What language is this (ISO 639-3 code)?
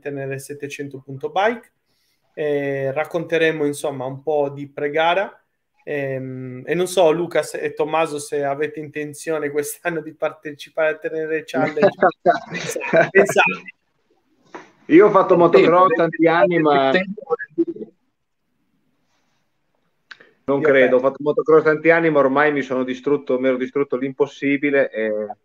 ita